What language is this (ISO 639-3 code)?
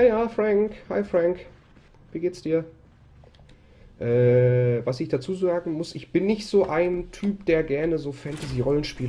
deu